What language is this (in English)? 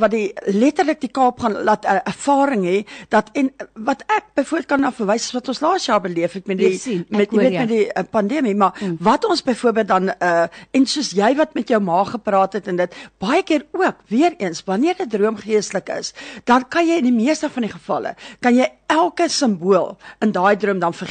Afrikaans